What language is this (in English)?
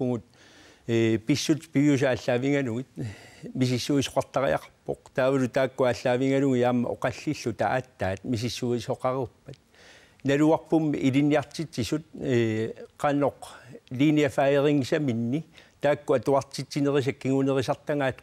Kalaallisut